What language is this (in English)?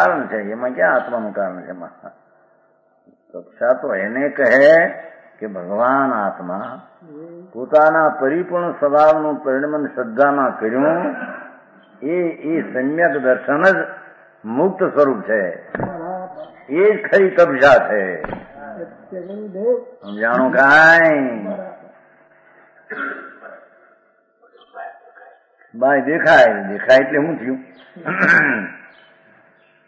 Gujarati